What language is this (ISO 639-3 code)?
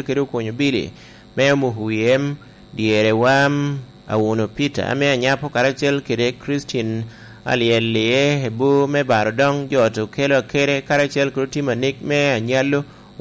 laj